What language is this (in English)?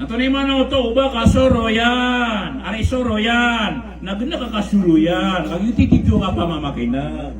Maranao